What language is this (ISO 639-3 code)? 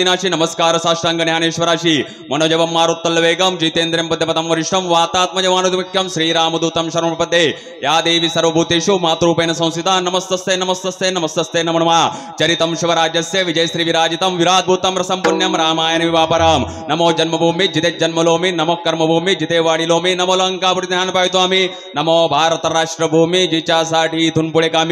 mar